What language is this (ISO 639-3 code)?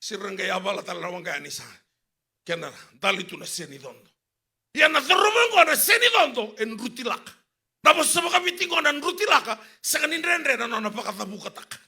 fij